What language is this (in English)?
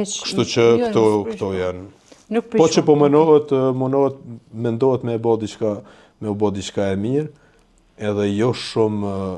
Albanian